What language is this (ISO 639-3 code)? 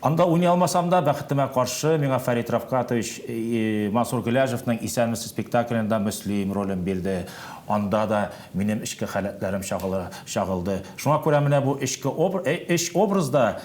tat